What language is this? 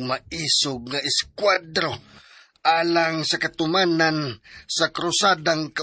Cebuano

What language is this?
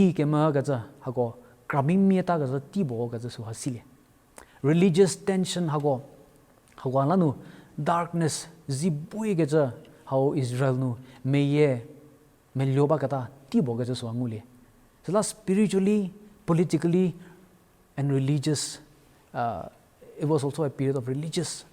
Angami Naga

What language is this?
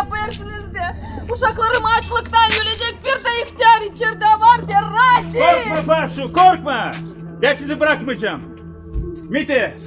Gagauz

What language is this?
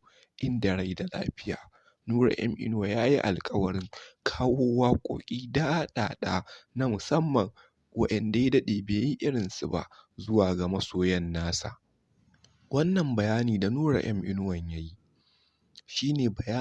Hausa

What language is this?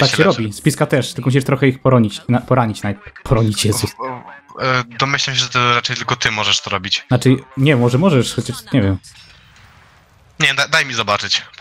Polish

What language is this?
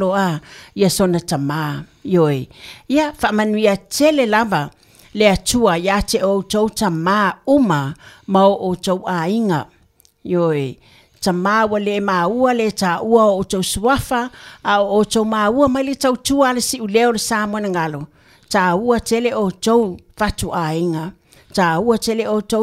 Samoan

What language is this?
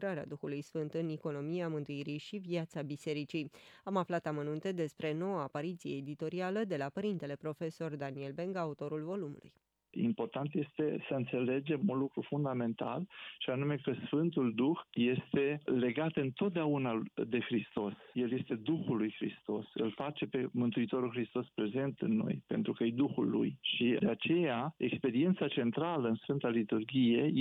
Romanian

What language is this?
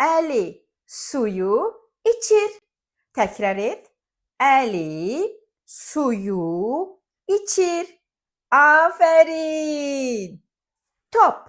Azerbaijani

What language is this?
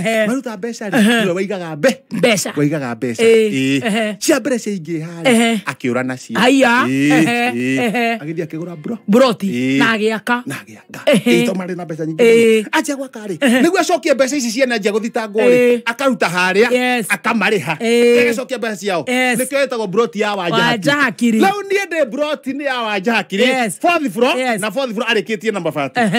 Kikuyu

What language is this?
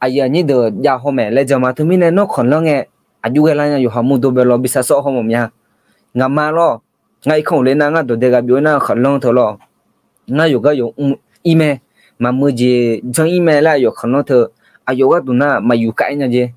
Akha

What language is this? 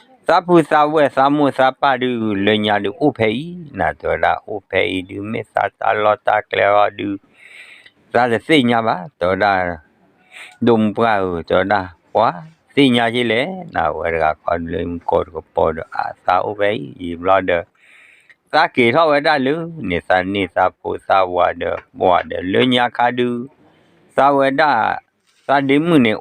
S'gaw Karen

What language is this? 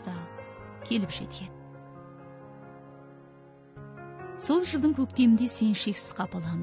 Kazakh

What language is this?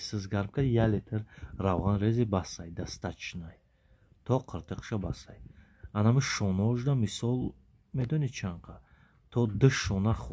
Tajik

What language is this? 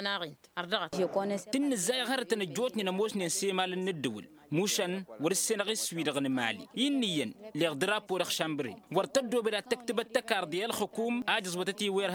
Tamasheq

